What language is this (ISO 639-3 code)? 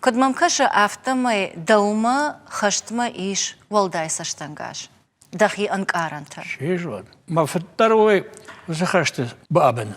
oss